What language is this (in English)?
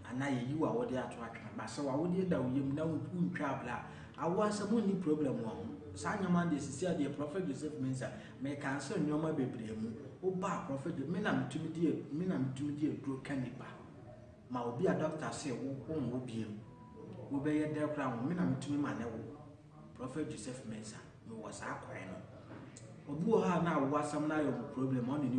Akan